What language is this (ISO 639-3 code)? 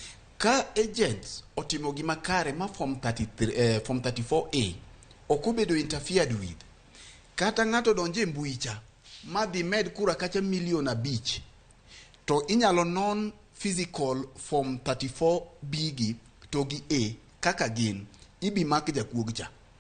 luo